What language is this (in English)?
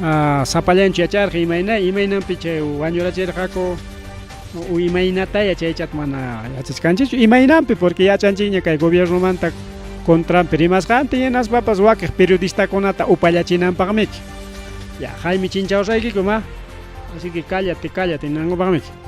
Ayacucho Quechua